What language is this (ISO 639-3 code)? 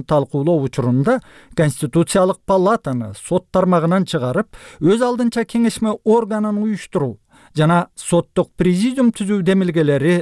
kir